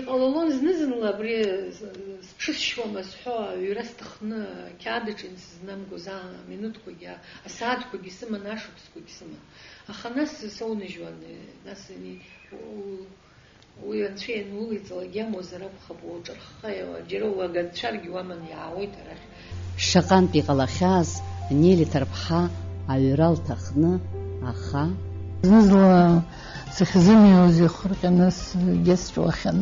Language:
Abkhazian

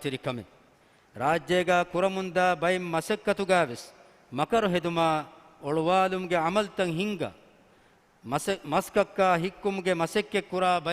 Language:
Divehi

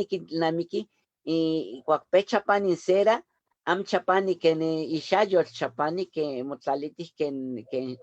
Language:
Eastern Huasteca Nahuatl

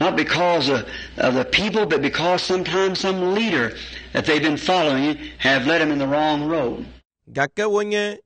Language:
Ewe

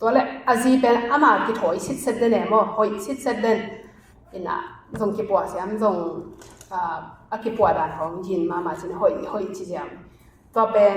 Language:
Tedim Chin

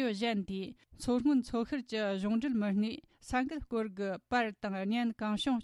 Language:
Tibetan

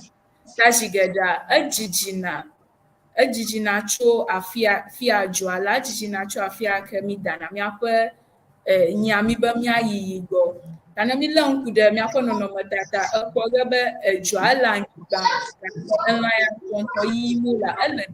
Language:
Ewe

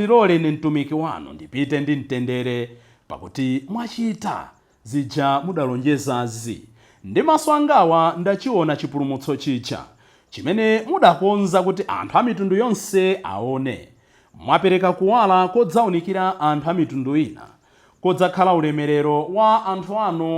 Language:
Nyanja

